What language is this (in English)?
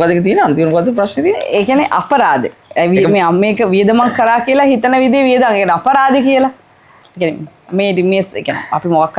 Sinhala